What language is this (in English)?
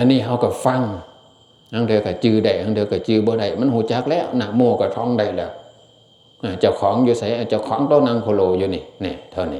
Northeastern Thai